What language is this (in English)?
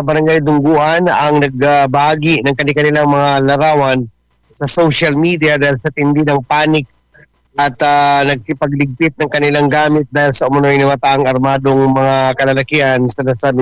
Filipino